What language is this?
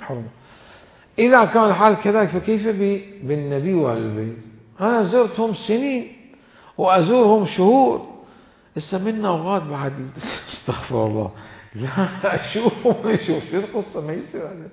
Mesopotamian Arabic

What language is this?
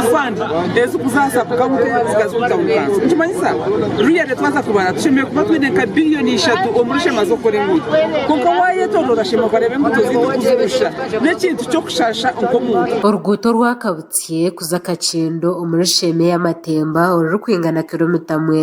Nyankole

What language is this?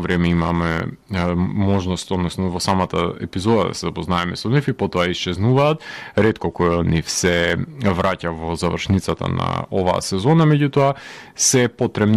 Macedonian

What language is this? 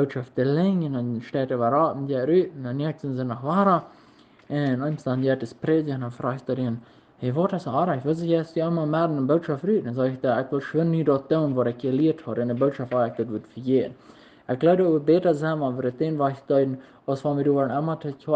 Plautdietsch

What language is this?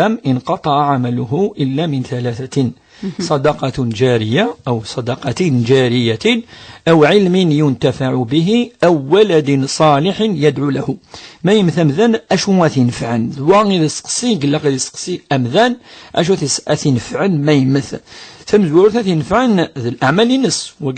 Kabyle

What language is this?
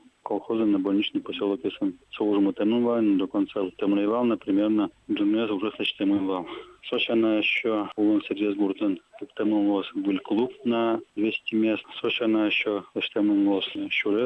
Udmurt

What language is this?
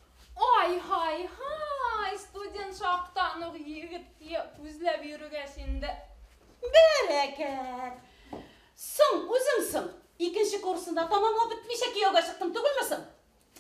Bashkir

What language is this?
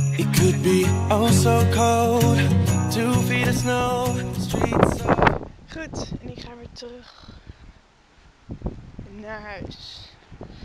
Dutch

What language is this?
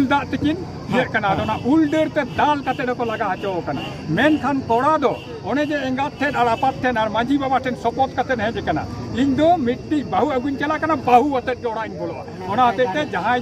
Santali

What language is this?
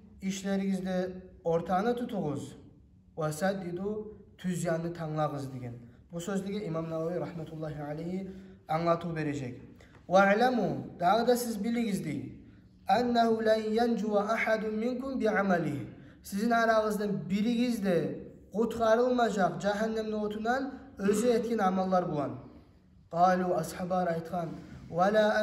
Kumyk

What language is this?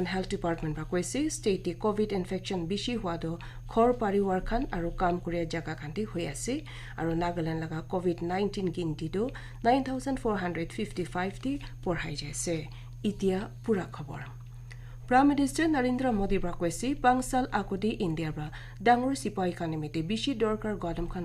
Naga Pidgin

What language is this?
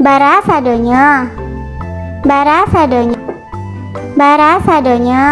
Minangkabau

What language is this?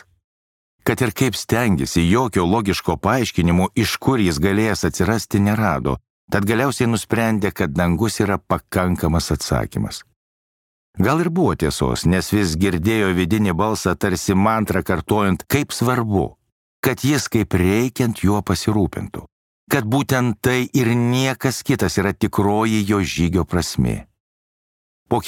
Lithuanian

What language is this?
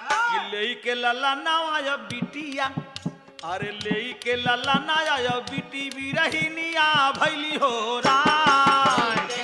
Bhojpuri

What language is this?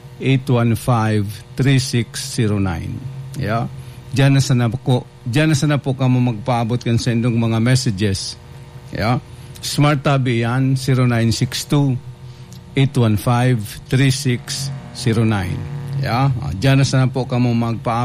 Bikol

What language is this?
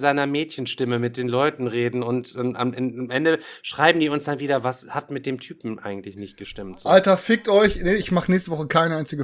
German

